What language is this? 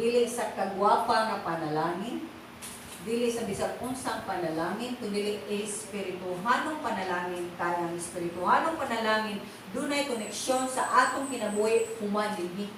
Cebuano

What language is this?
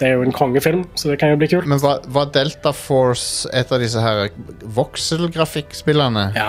Norwegian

